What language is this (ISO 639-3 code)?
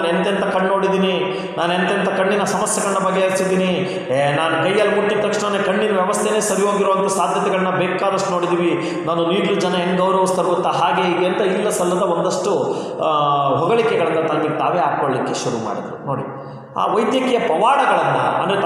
kan